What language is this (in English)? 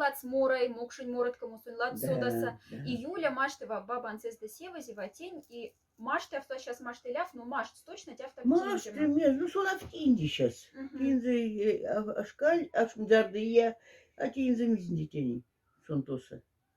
Moksha